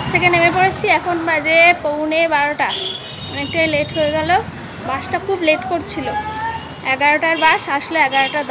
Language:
Bangla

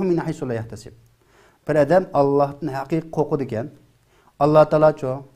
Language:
Uyghur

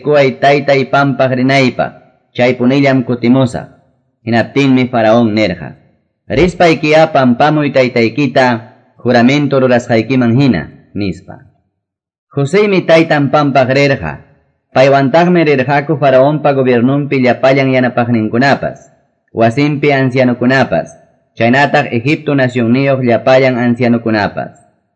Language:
Quechua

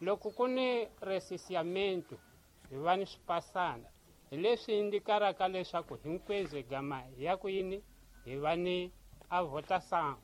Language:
Tsonga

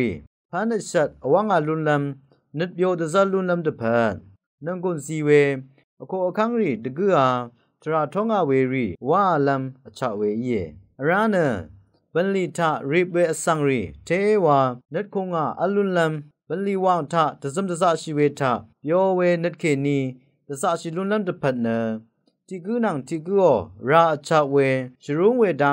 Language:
Rawang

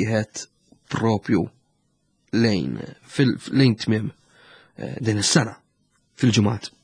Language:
Maltese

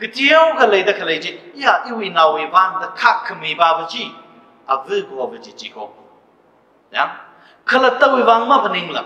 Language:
Tangkhul Naga (India)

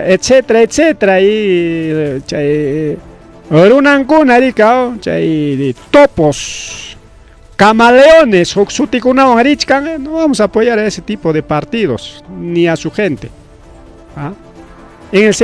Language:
Ayacucho Quechua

